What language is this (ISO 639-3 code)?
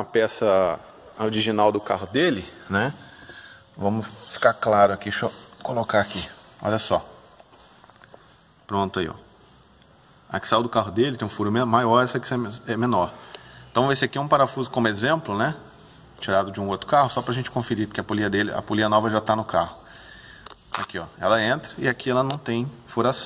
por